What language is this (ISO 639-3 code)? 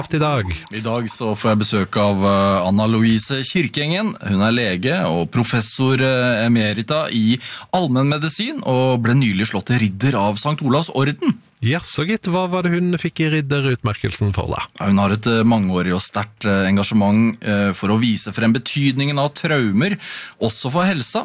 nor